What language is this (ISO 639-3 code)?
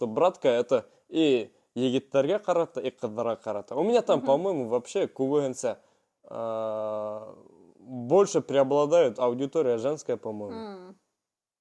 bak